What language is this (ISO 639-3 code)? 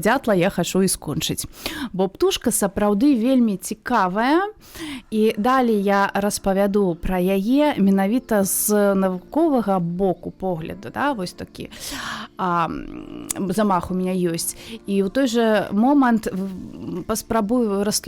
bel